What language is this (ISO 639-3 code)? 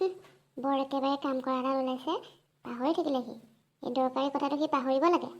asm